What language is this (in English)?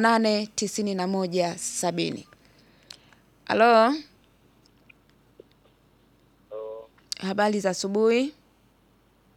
Swahili